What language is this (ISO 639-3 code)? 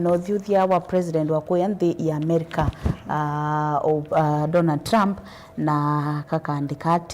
kam